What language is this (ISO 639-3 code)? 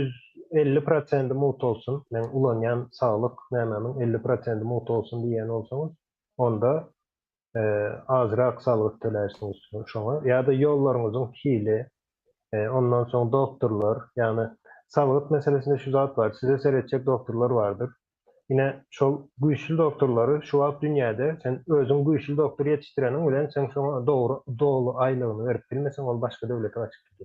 tuk